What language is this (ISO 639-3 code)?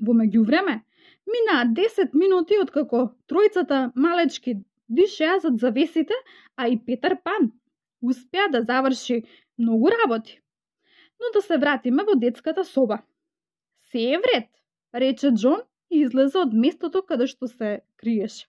mkd